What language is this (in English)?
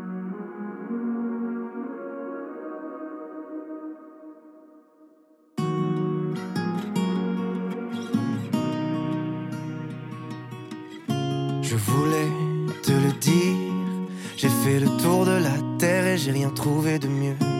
French